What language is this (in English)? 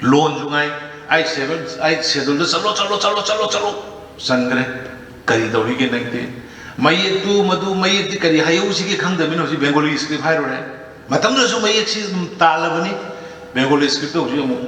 Manipuri